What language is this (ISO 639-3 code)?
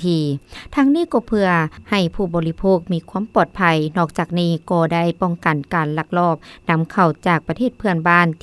lao